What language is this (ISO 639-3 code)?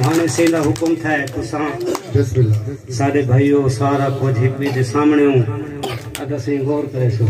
skr